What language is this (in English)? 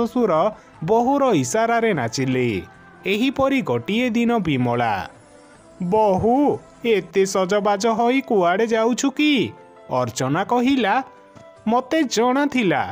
Odia